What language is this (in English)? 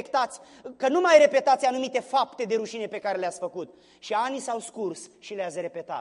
Romanian